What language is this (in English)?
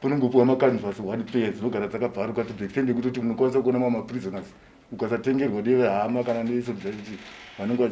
Shona